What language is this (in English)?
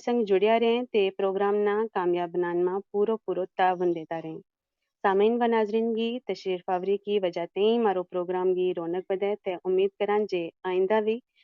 Gujari